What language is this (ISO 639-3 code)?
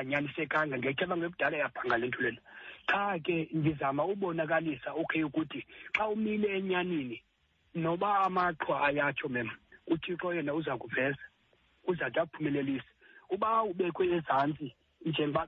xho